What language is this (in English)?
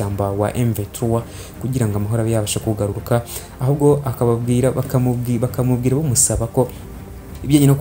Kinyarwanda